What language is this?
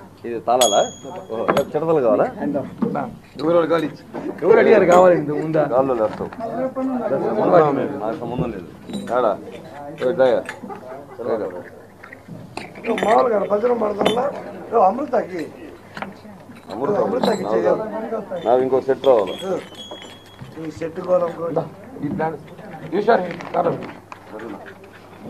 Telugu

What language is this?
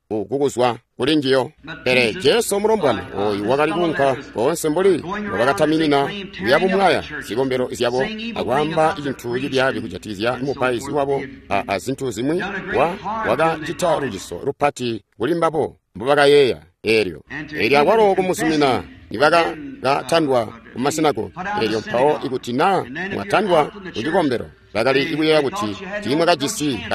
Tonga (Zambia)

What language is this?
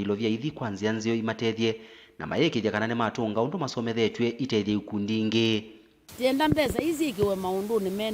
Kamba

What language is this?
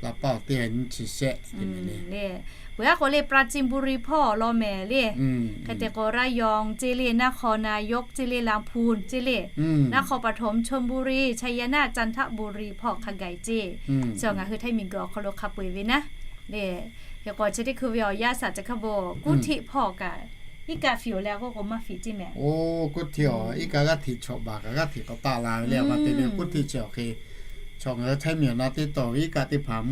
Lahu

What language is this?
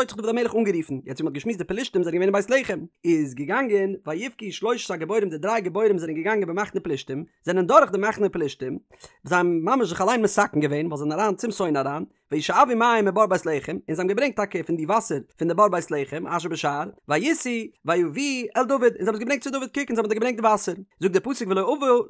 Yiddish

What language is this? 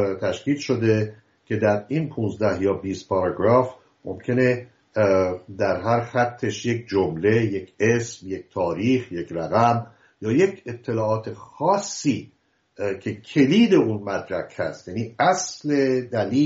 Persian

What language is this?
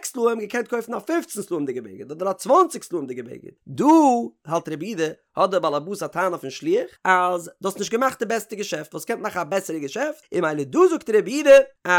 Yiddish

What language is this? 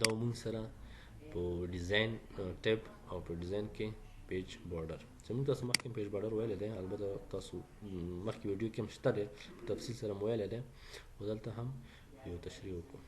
Pashto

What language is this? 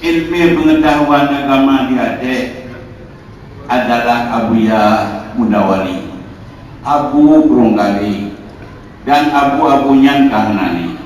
Achinese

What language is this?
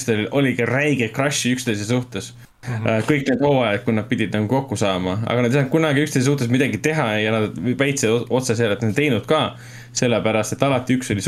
Estonian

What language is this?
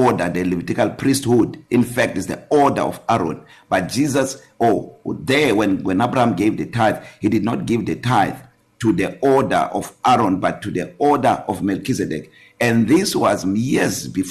English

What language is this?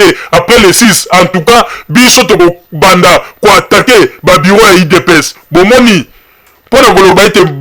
Lingala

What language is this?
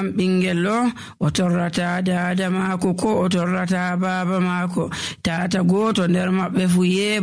Nigerian Fulfulde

